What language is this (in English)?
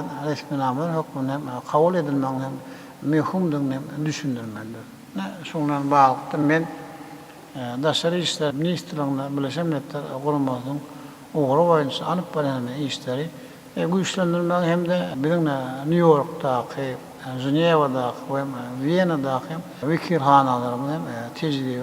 Turkmen